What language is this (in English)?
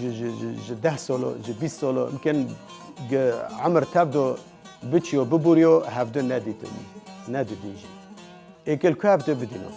Kurdish